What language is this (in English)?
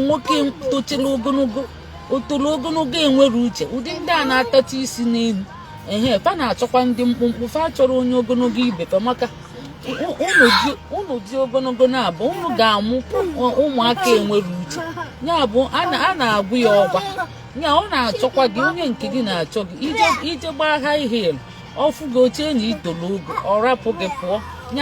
Igbo